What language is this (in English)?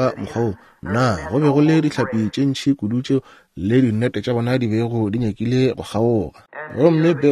Northern Sotho